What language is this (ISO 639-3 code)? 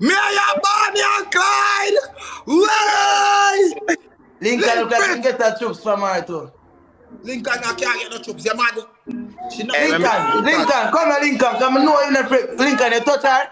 jam